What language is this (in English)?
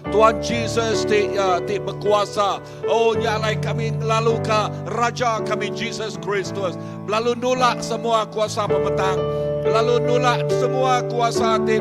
Iban